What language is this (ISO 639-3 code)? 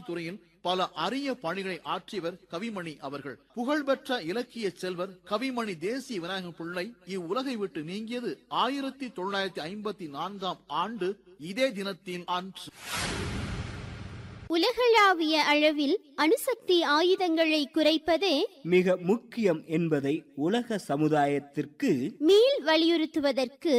tam